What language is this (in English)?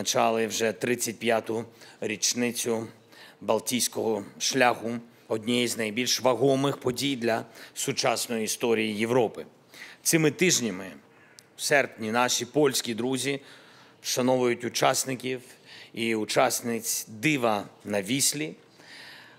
Ukrainian